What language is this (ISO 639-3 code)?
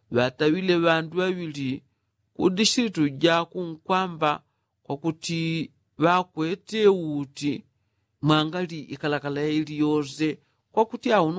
yao